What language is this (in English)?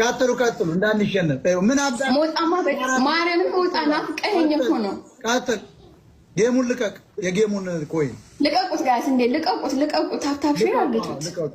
Amharic